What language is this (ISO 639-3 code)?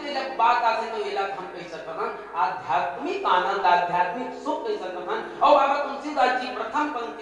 hne